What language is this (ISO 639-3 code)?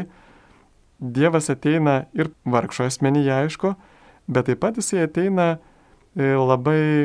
lit